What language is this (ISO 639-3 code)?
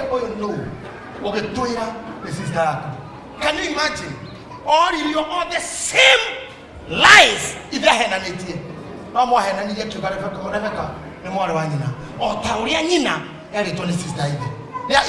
kik